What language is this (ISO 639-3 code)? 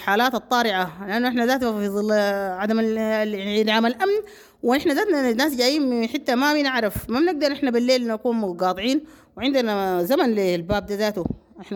apd